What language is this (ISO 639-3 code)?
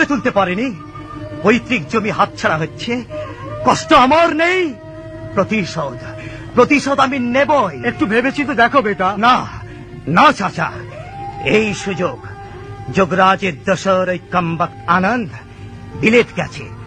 ben